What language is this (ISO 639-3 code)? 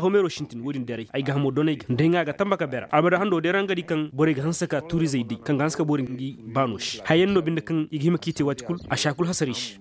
dje